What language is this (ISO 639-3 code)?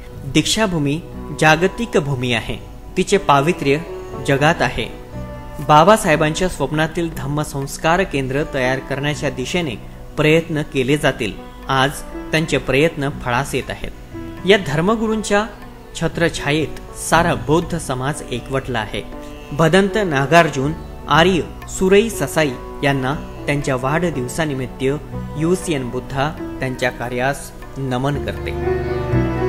mar